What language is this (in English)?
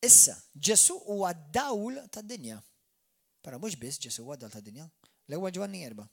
Maltese